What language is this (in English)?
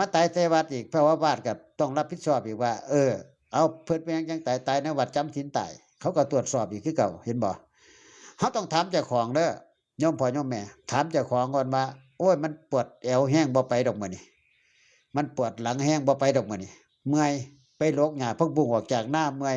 Northeastern Thai